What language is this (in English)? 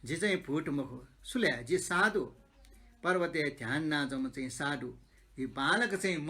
Newari